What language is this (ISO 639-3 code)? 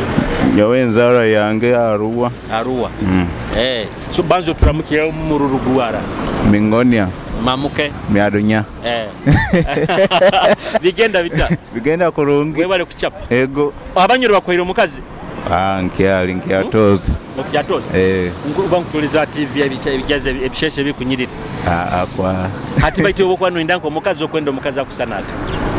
nyo